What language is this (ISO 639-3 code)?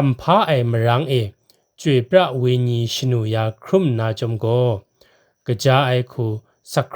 kac